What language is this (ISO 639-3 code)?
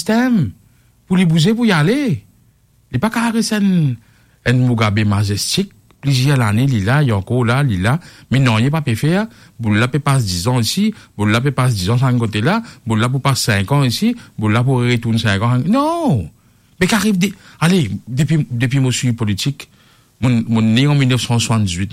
mfe